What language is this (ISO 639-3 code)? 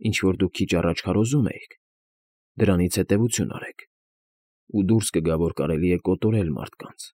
hye